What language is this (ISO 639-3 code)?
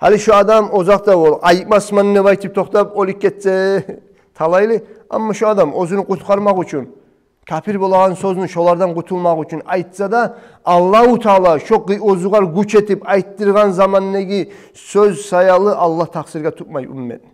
kum